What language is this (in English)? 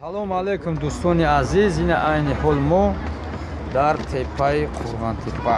Tajik